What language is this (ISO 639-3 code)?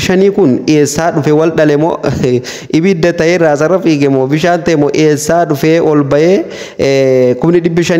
orm